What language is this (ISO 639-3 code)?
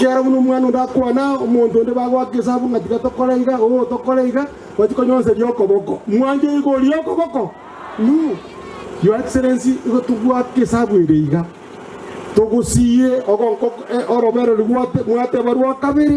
guz